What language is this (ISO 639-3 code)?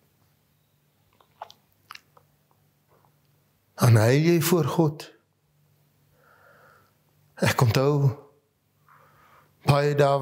afr